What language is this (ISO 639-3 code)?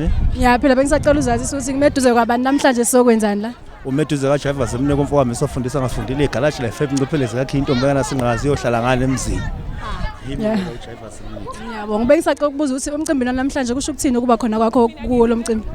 zul